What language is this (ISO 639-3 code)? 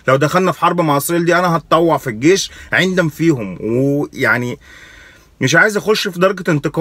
arz